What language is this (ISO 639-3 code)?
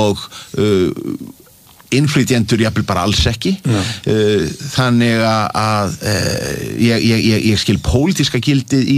isl